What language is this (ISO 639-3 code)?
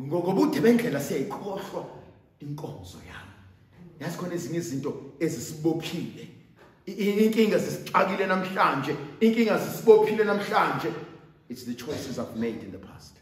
zul